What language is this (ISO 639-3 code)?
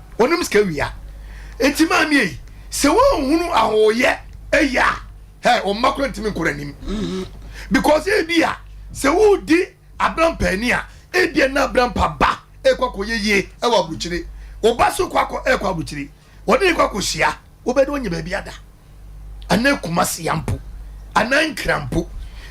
aka